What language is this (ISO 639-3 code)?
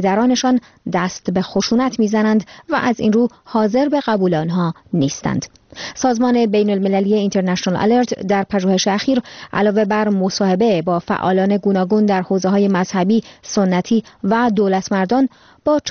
fas